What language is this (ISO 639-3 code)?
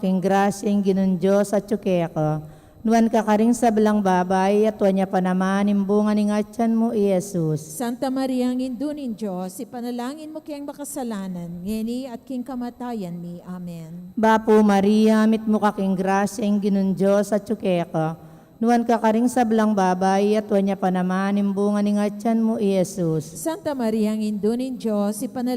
pam